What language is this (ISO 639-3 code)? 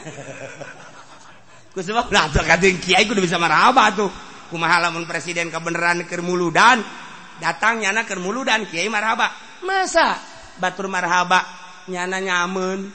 sun